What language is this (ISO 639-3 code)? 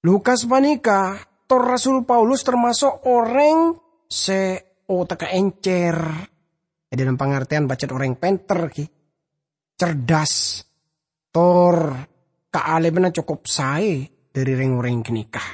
mad